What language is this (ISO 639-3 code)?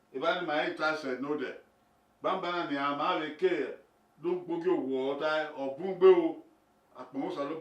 bin